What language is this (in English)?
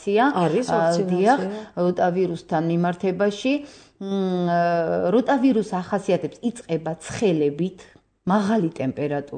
Georgian